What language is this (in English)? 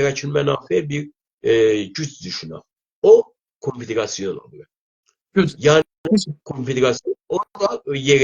South Azerbaijani